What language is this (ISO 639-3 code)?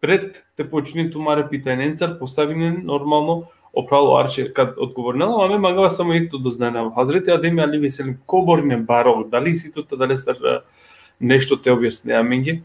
rmn